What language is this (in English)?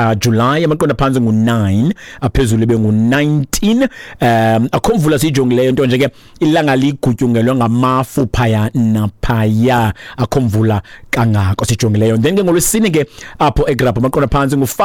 Xhosa